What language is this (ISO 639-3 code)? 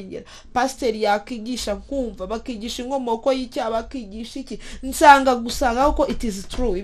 kin